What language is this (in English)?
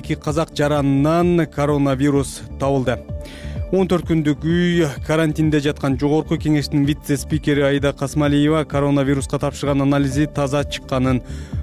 Kyrgyz